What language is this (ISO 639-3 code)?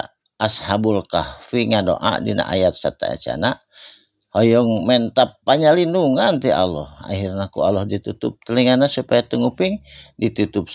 sun